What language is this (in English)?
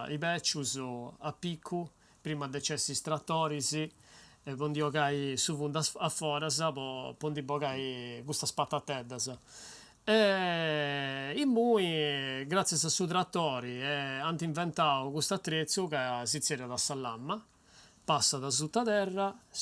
Sardinian